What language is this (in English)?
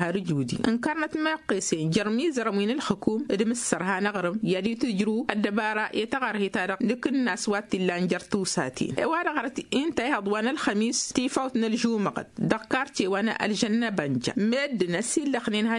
Tamasheq